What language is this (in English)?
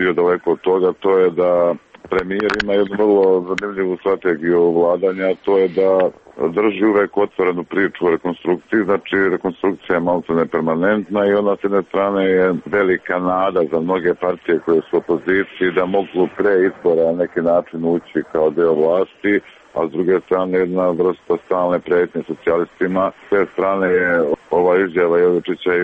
Serbian